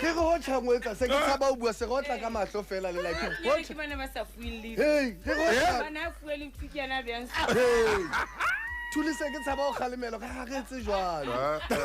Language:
Southern Sotho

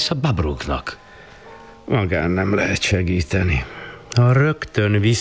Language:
Hungarian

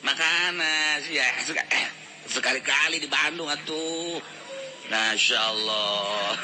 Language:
Sundanese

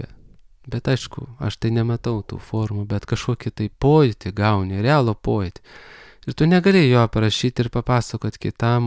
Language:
Lithuanian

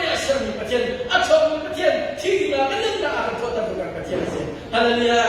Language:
Hakha Chin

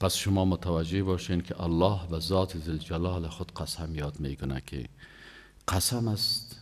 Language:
Persian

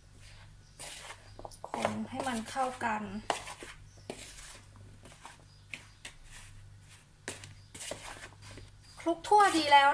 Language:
Thai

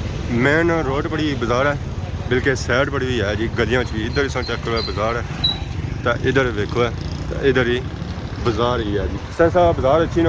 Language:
Pahari-Potwari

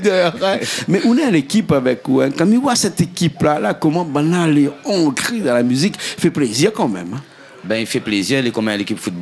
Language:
Réunion Creole French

